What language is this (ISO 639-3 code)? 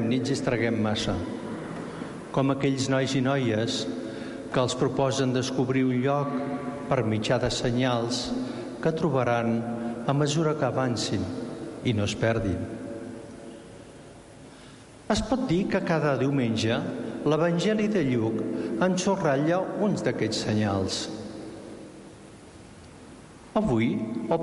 cat